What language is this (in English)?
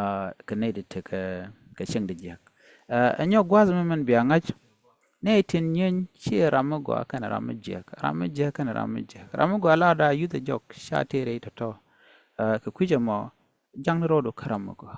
Nuer